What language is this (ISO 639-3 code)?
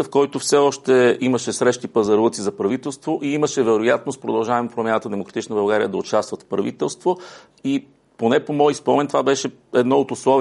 bul